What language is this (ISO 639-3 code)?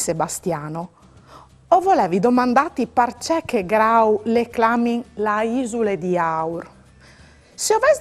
fur